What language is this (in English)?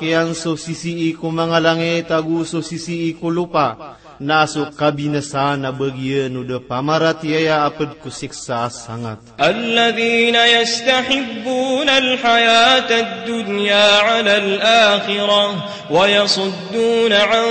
Maranao